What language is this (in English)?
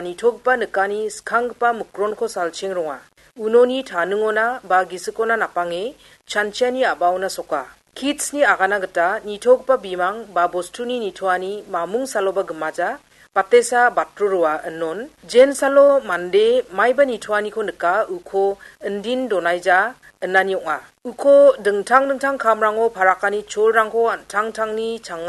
Garo